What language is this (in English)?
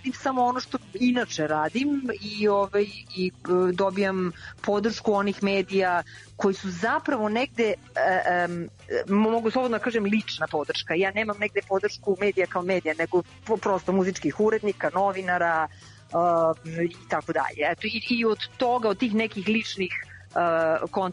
Serbian